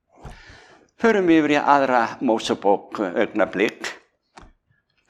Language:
Icelandic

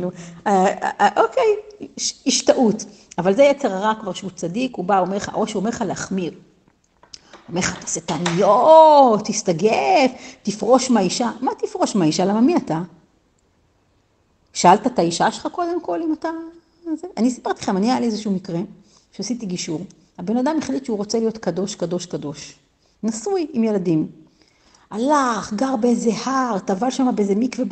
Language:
Hebrew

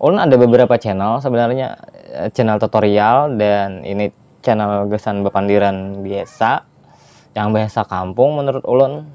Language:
Banjar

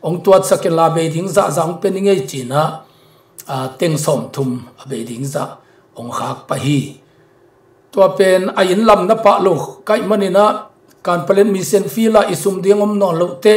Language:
Tedim Chin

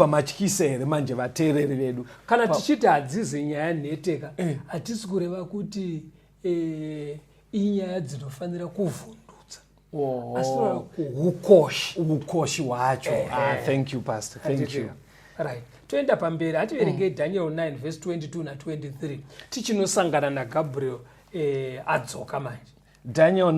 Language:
Shona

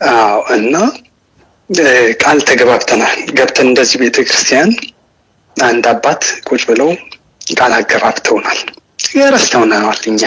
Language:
Amharic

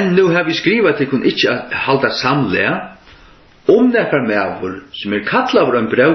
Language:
Faroese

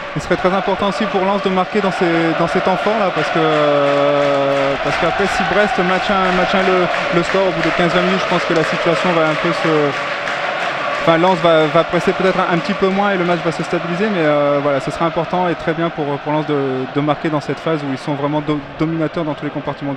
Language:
French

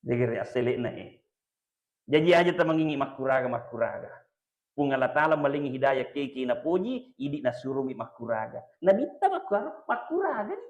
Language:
Buginese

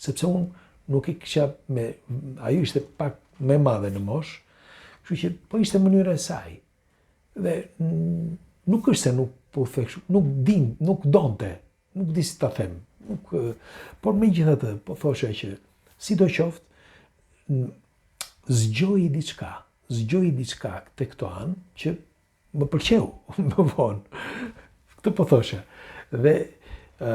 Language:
Albanian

